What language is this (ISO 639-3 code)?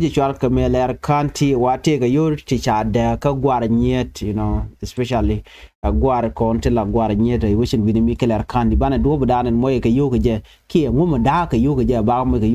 nus